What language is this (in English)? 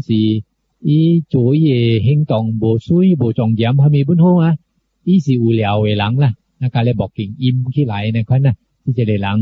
Min Nan Chinese